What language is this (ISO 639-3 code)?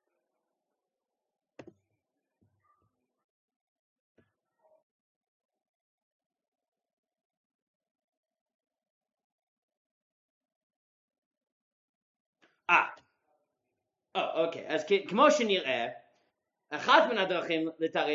heb